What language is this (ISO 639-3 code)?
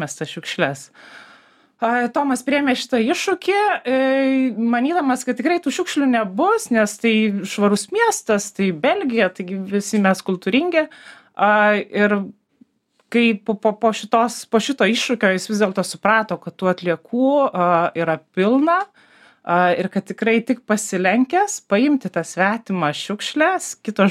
lit